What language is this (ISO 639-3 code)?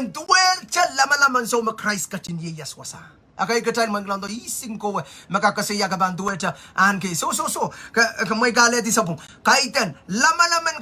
pon